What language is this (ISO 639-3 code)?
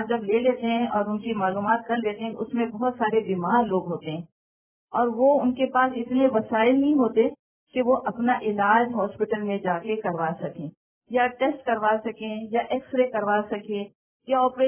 urd